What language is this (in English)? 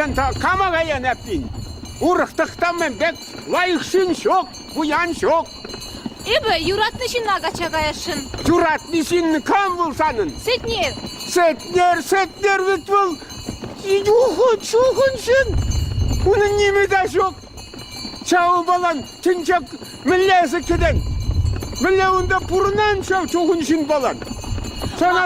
Chuvash